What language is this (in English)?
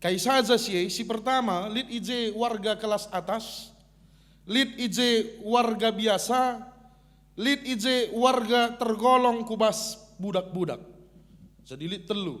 Batak Karo